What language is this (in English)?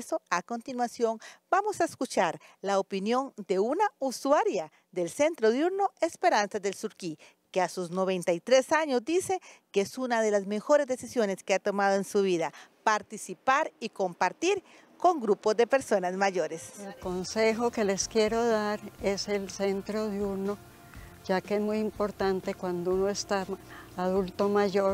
Spanish